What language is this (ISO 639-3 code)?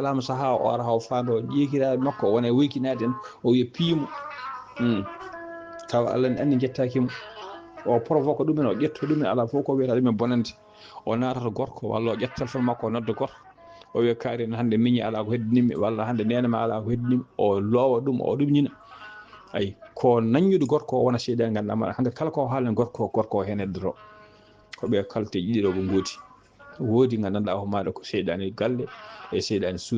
ful